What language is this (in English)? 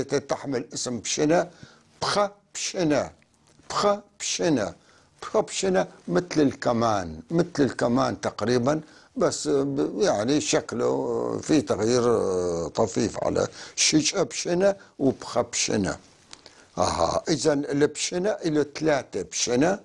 North Levantine Arabic